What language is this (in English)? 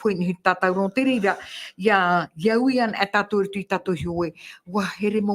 Tahitian